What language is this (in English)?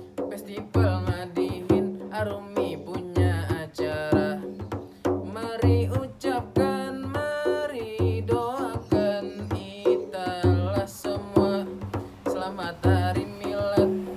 Banjar